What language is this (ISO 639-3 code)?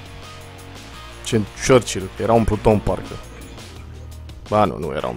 ron